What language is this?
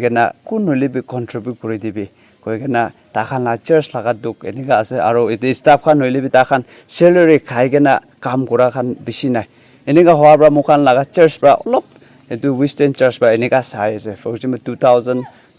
Naga Pidgin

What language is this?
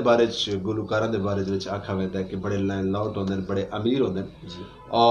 Saraiki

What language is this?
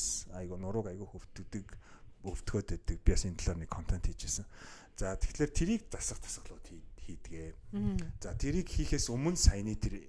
Mongolian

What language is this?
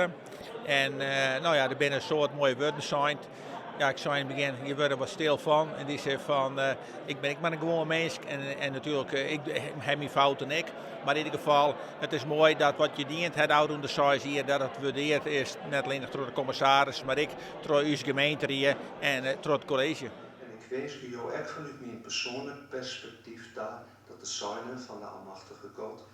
Western Frisian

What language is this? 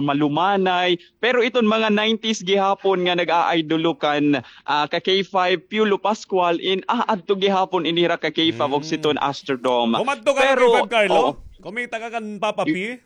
Waray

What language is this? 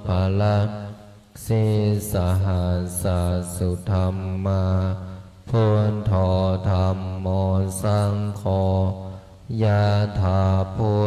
Pali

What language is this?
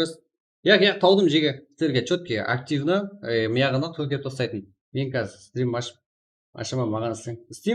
Kara-Kalpak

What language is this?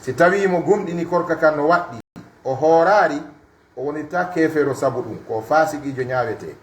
Pular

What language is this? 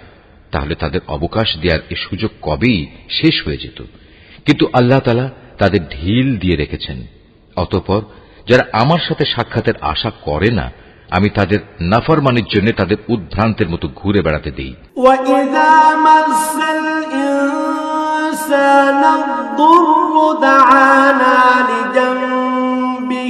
Bangla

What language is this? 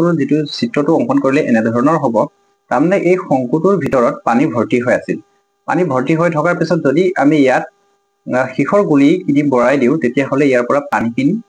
Assamese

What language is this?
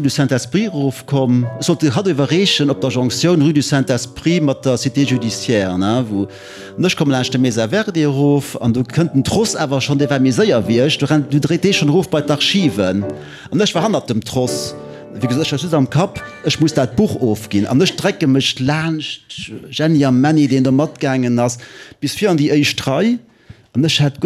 Luxembourgish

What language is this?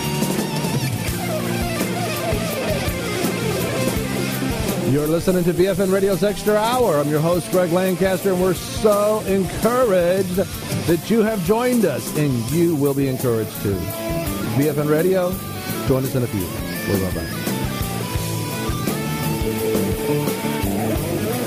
English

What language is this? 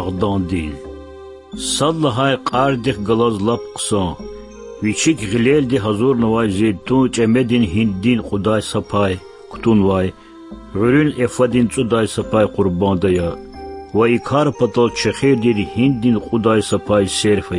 Lezghian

